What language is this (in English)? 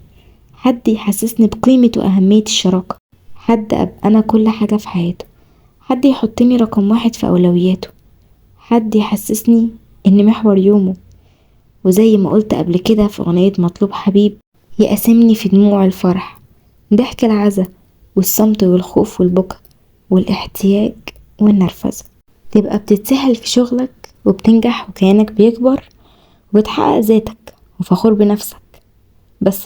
Egyptian Arabic